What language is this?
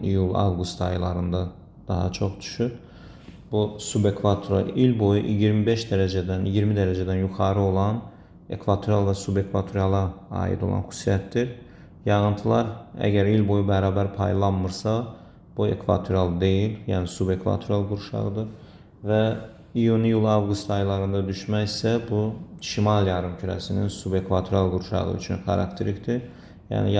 Azerbaijani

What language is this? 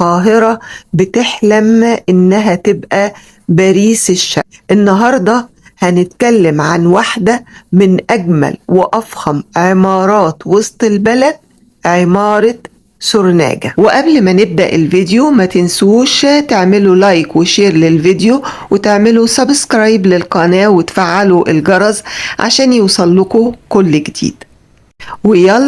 Egyptian Arabic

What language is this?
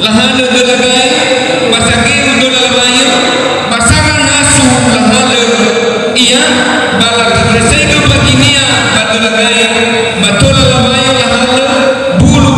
Nias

